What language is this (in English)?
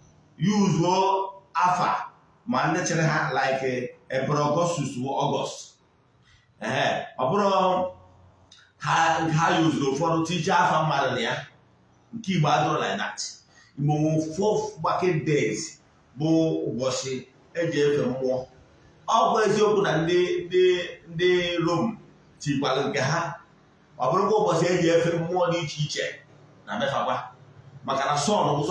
Igbo